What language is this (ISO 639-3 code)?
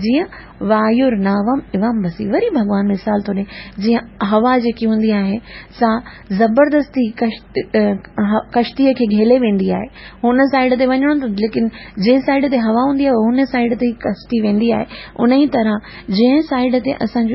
snd